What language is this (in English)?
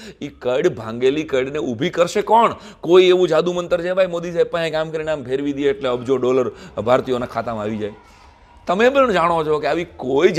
Gujarati